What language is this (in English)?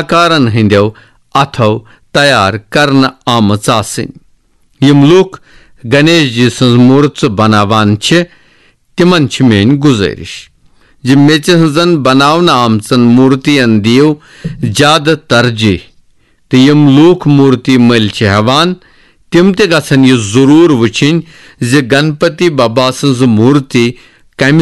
Kashmiri